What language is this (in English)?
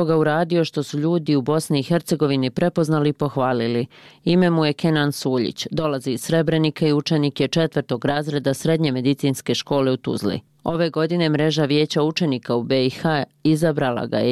Bosnian